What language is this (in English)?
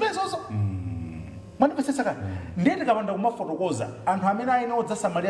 Nyanja